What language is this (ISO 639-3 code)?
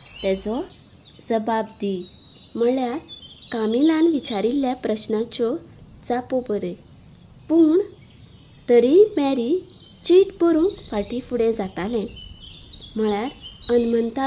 kok